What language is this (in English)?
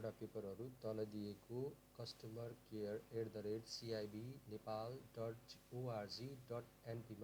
Nepali